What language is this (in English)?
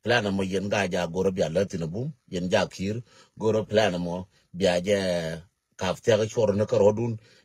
Nuer